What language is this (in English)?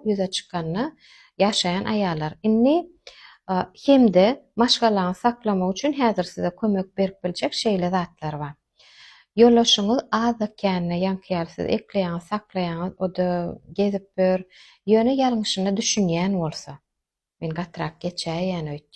Turkmen